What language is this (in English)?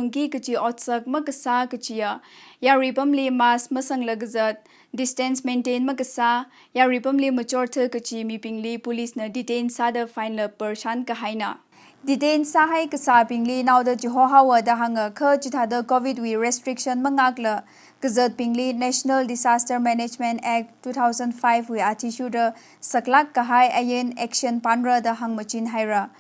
Tangkhul Naga (India)